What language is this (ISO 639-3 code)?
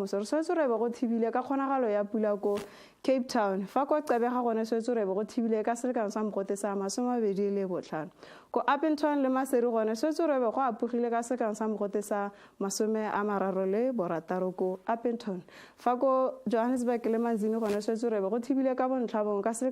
tsn